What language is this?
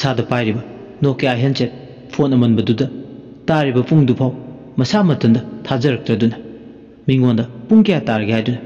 Manipuri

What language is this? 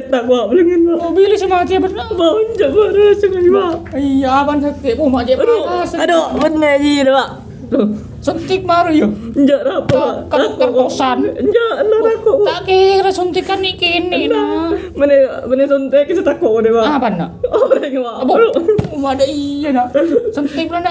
Madurese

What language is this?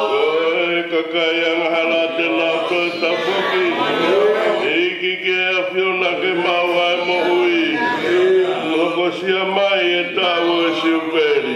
Tongan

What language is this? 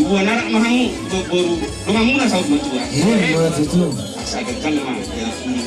Batak Toba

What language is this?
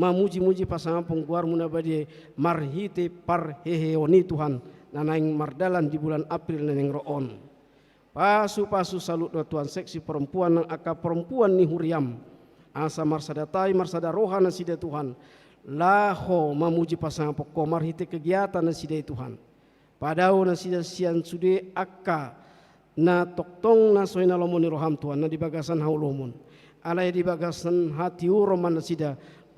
Batak Toba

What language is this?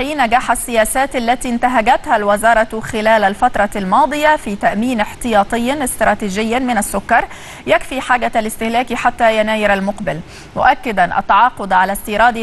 Arabic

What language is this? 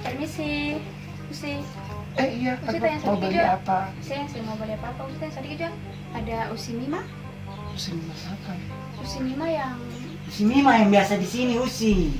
Ambonese Malay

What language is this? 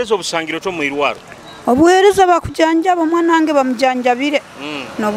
Nyoro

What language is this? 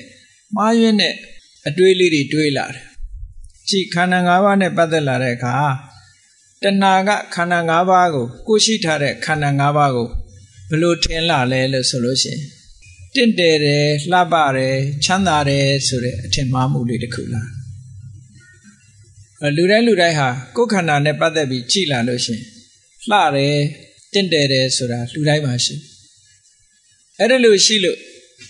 Burmese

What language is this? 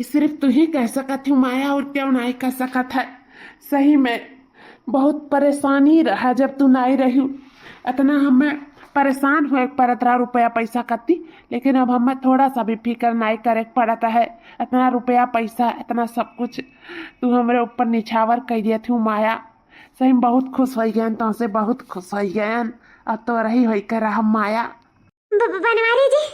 Awadhi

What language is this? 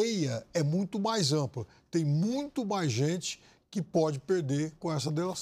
Portuguese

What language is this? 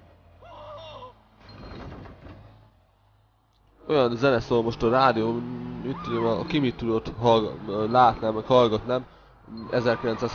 Hungarian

